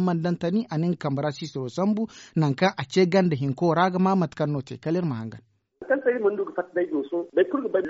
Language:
Zarma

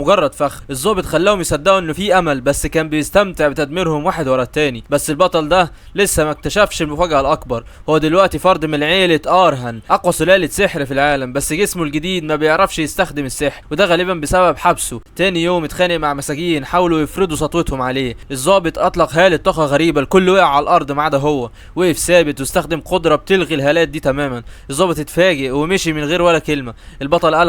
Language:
Egyptian Arabic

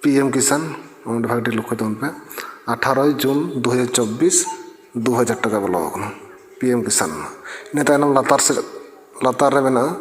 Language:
Santali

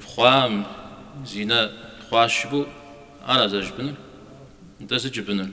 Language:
Kabardian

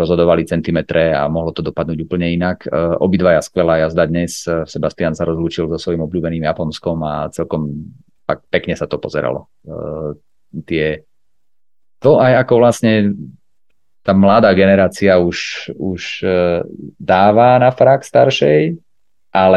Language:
Slovak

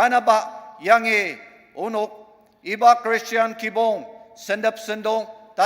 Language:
Ao Naga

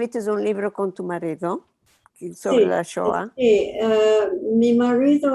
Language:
Ladino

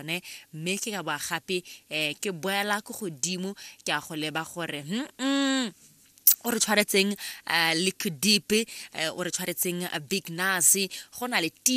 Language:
Tswana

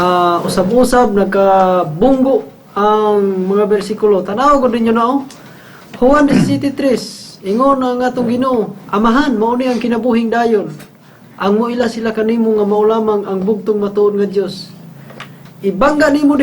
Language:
Cebuano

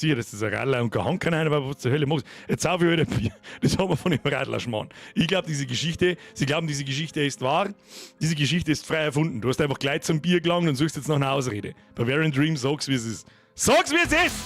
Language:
Bavarian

